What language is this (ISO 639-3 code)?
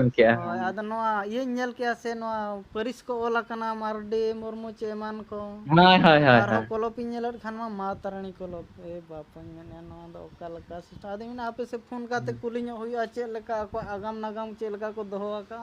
sat